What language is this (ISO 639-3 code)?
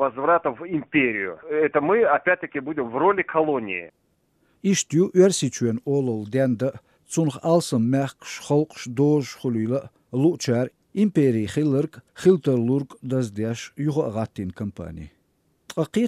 che